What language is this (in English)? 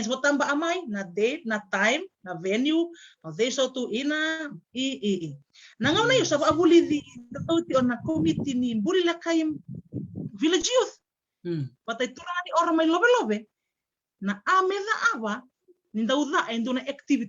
Fijian